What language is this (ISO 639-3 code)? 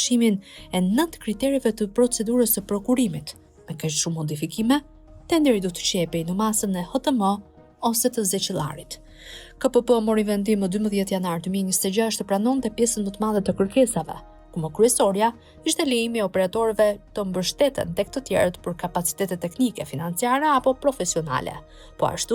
sqi